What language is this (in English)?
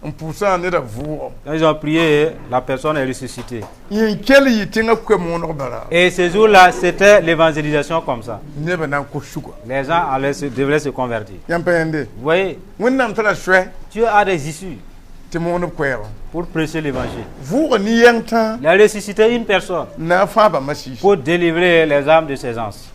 Mossi